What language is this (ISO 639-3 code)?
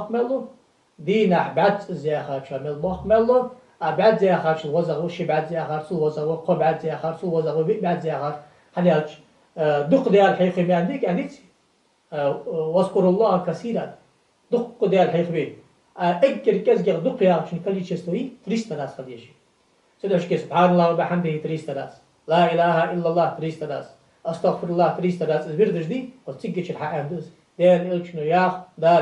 inh